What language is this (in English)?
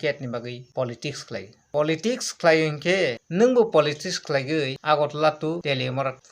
Kok Borok